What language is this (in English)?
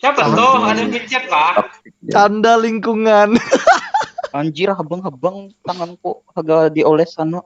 Banjar